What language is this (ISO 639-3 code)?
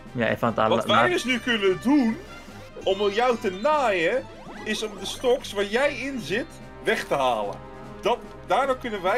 nld